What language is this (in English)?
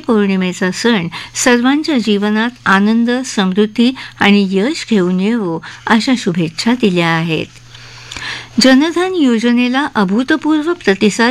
Marathi